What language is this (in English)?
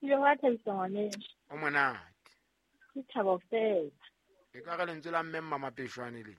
Southern Sotho